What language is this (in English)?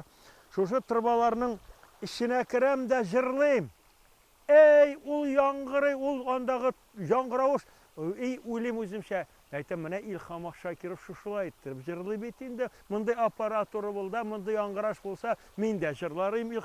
Tatar